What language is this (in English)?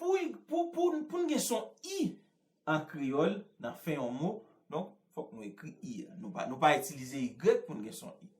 Haitian Creole